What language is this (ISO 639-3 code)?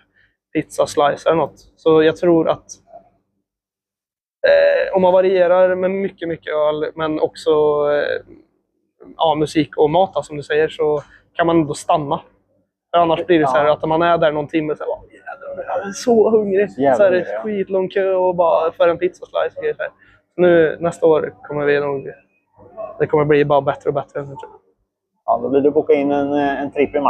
swe